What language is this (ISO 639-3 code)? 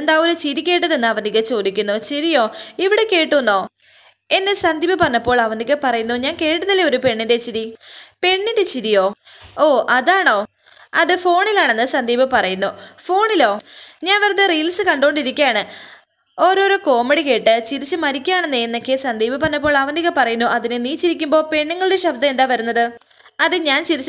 mal